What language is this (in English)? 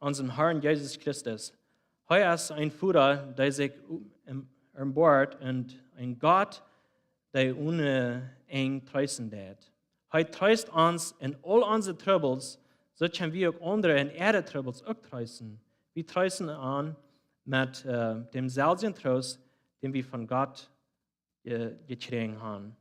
Plautdietsch